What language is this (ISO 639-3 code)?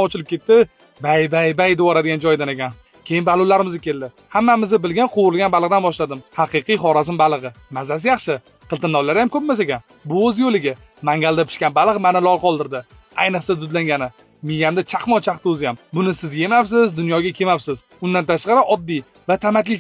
uzb